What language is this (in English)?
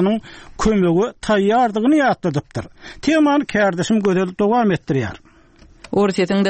Turkmen